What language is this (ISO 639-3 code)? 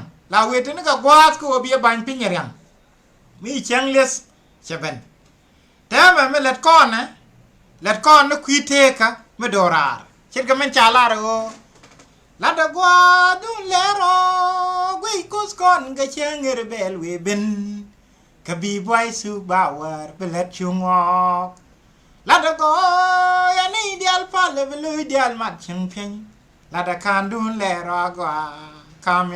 nus